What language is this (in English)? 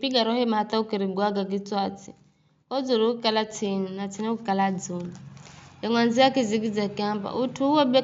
Giryama